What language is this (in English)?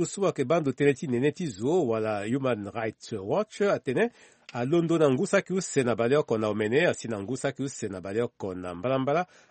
Sango